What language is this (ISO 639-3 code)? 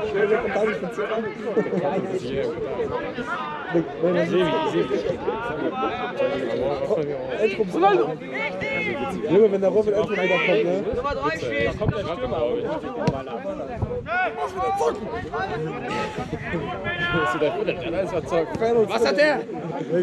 deu